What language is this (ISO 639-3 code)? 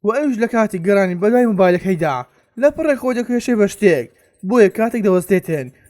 ckb